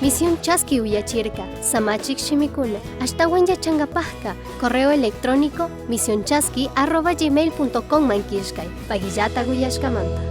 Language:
Chimborazo Highland Quichua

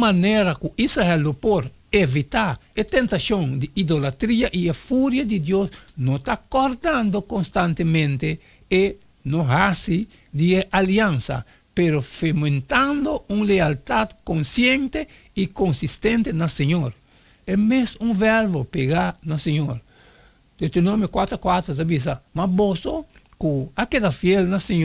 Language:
Papiamento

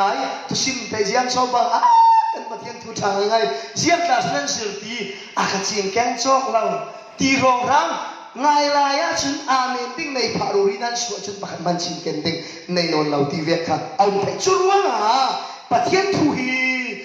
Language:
Falam Chin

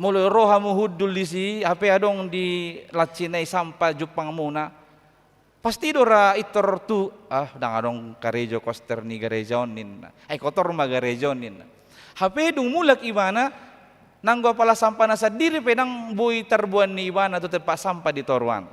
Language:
Batak Toba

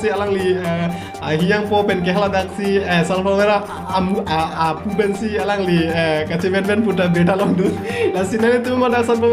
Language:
Karbi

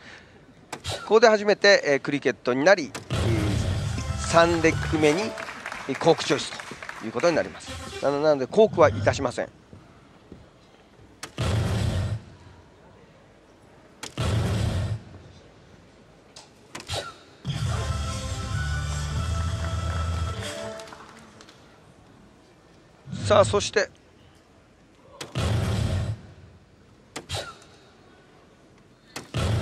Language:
Japanese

